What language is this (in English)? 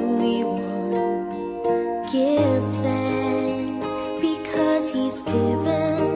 Hiligaynon